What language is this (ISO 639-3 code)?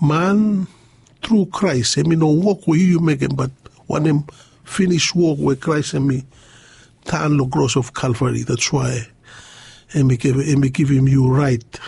bis